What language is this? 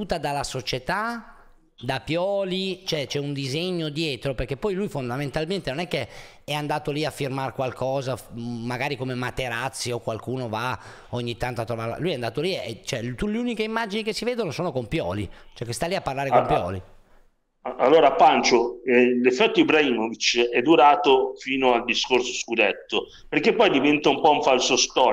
Italian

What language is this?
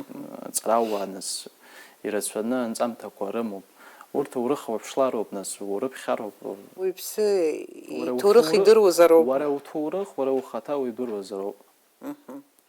Abkhazian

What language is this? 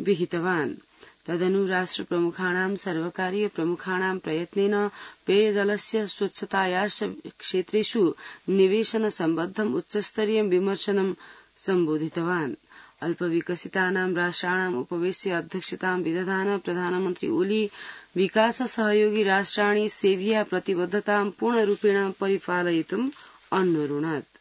Sanskrit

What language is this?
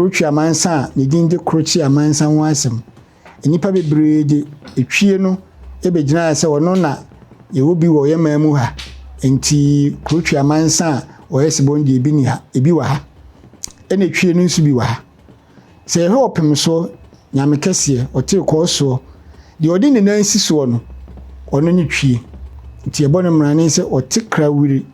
Akan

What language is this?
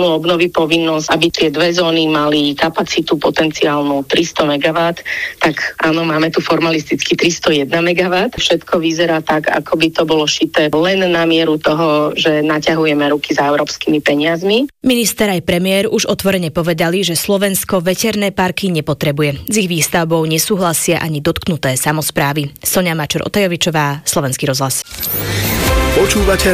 Slovak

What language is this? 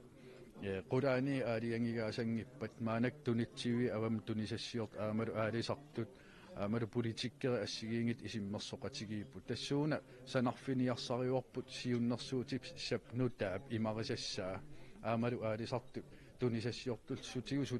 Kalaallisut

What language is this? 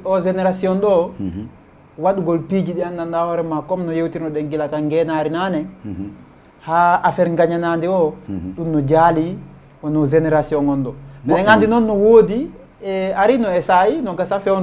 Fula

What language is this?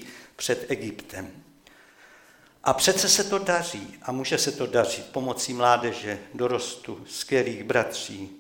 Czech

